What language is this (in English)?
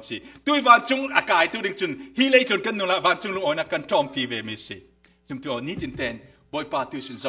Falam Chin